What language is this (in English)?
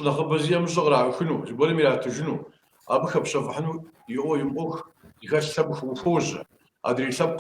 Kabardian